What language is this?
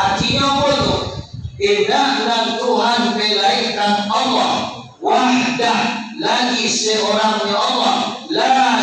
Minangkabau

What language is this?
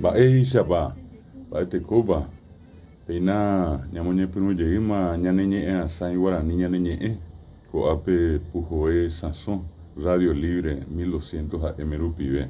Guarani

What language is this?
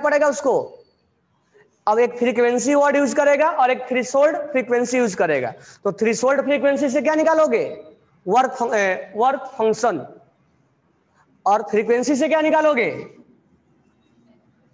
Hindi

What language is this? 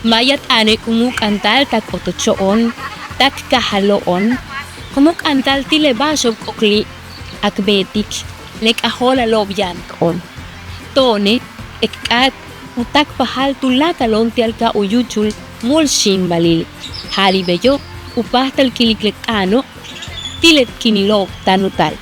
Yucateco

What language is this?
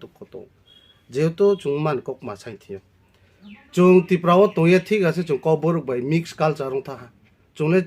Riang (India)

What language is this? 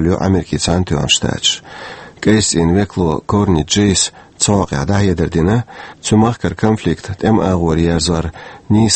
Chechen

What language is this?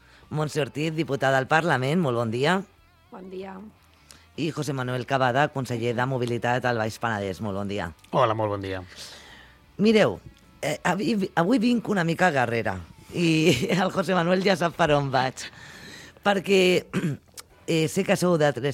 Catalan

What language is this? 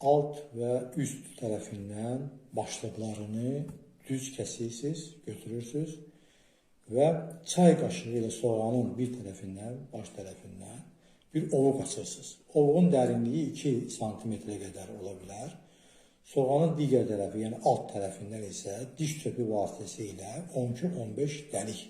Azerbaijani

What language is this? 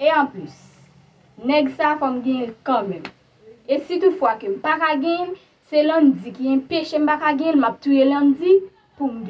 Haitian Creole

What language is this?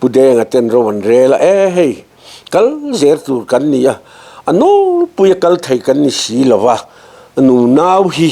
Mizo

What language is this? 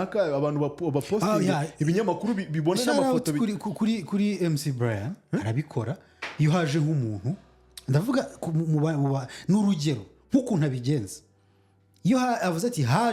Kinyarwanda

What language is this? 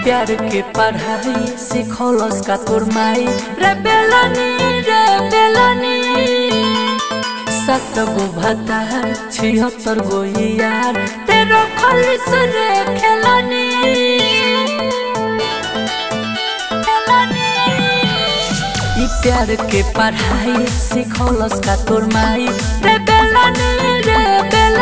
Bhojpuri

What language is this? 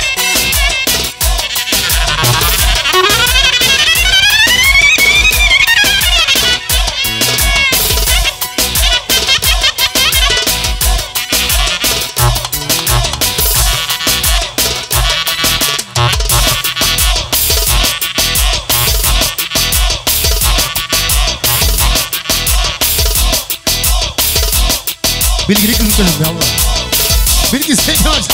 Turkish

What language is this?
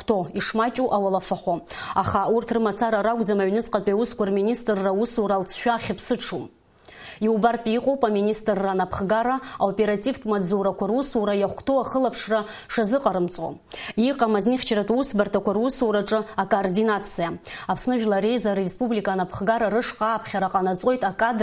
Abkhazian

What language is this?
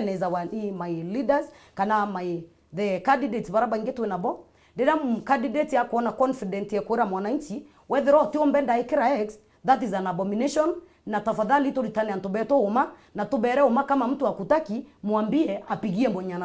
Meru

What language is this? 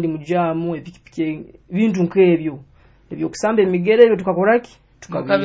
Nyoro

